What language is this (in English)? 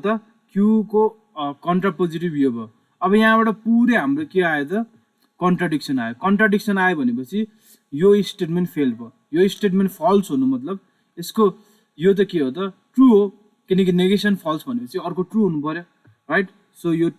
Nepali